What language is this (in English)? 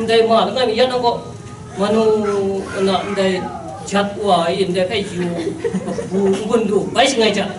Kachin